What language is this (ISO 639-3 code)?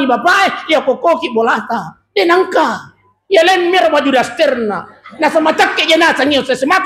bug